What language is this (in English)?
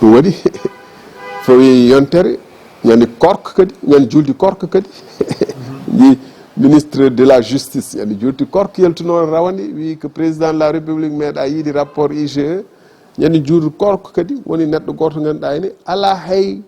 Fula